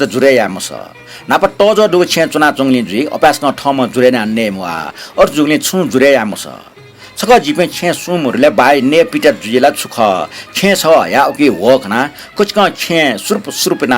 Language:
Newari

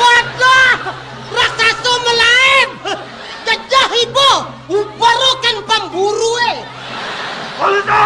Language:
Balinese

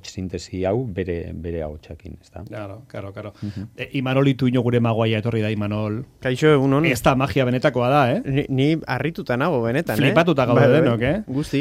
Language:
Basque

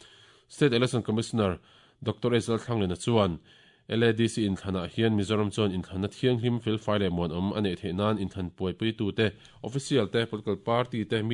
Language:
Mizo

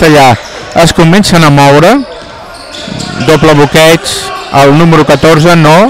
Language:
Catalan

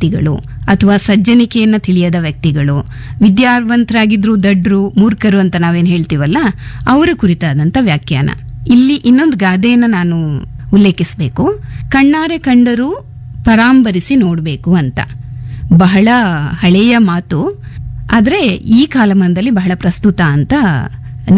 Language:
Kannada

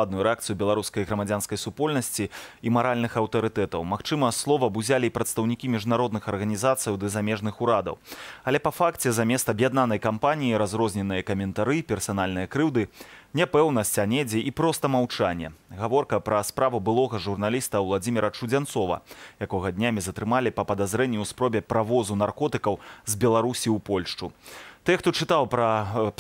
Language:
Belarusian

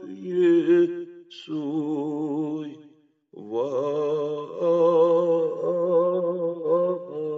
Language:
Kashmiri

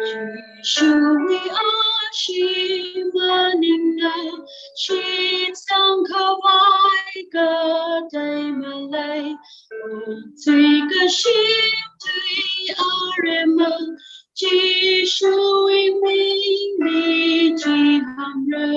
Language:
Tangkhul Naga (India)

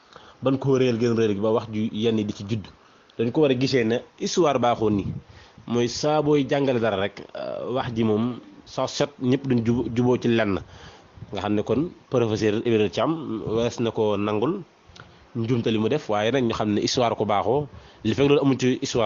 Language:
Wolof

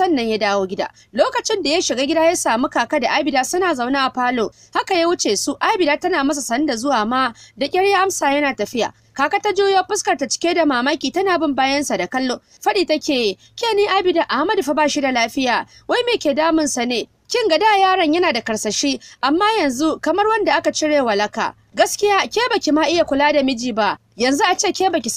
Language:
Hausa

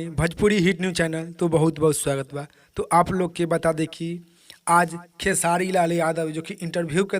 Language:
Bhojpuri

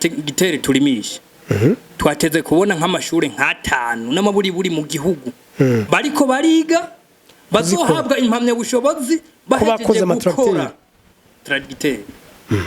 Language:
Rundi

